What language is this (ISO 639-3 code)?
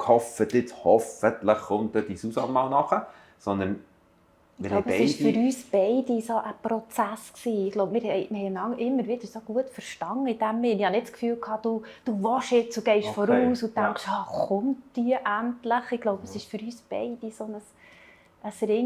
gsw